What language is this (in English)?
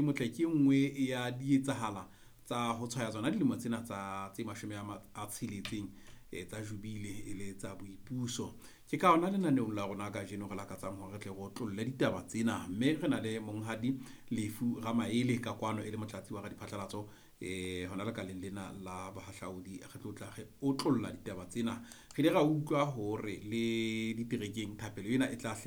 Southern Sotho